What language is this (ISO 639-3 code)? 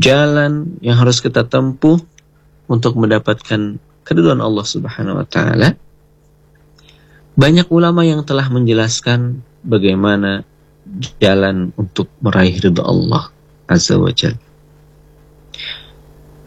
ind